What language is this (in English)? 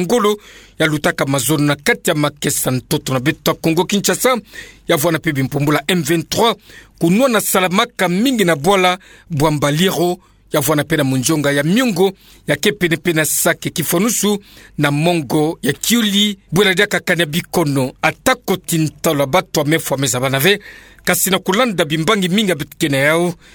Kituba (Democratic Republic of Congo)